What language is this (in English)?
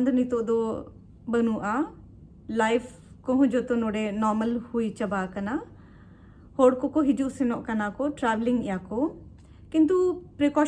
Santali